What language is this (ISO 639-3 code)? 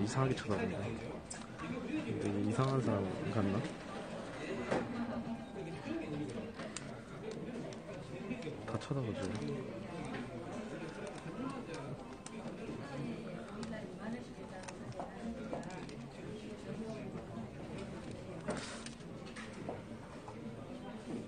kor